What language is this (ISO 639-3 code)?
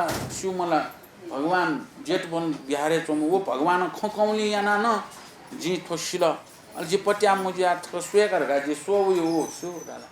new